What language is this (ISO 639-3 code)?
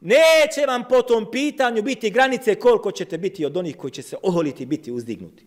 bos